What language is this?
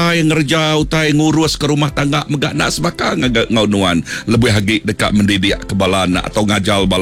Iban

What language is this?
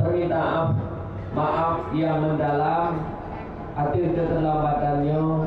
Achinese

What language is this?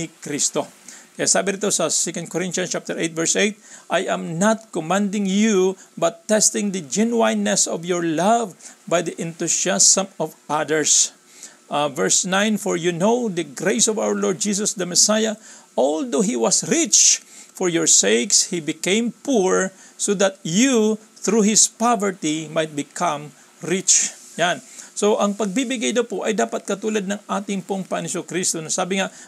Filipino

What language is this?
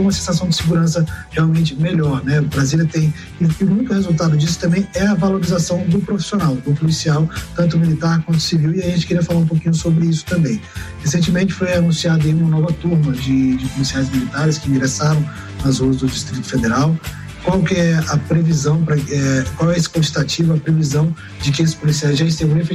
Portuguese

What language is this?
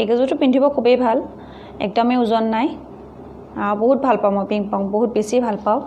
Assamese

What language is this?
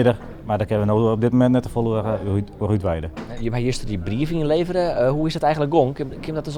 Western Frisian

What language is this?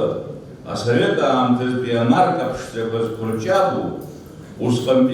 Abkhazian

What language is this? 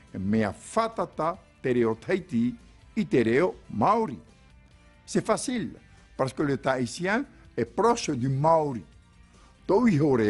Tahitian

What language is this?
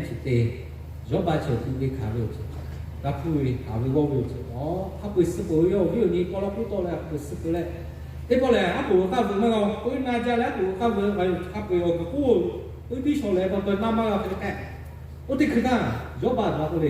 Lahu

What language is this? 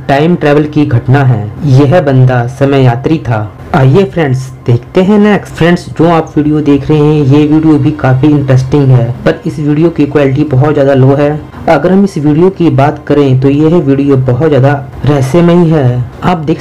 Hindi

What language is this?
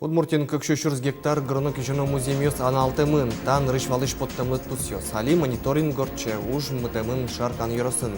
Udmurt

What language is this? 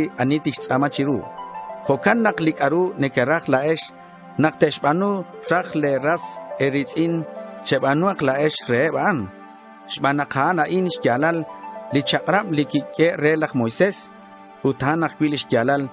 Kekchí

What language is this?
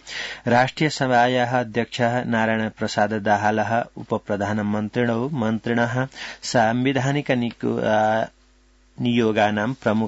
Sanskrit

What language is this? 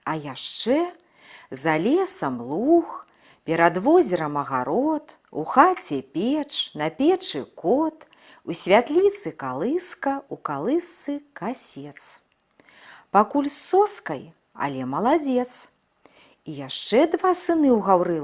Belarusian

